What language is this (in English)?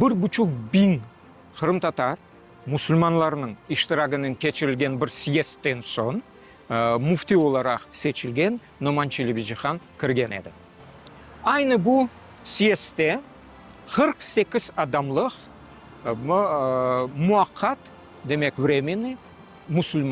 Crimean Tatar